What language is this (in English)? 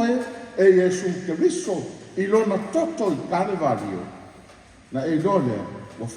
Samoan